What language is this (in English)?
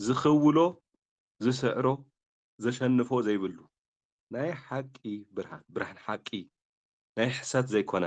Tigrinya